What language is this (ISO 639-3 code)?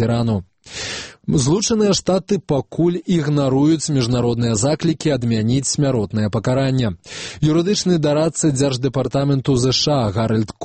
bel